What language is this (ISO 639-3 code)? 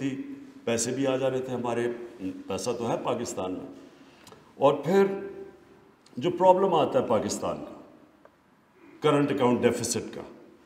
urd